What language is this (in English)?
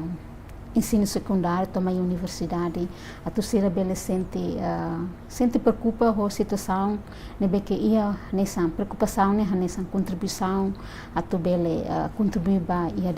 Tetum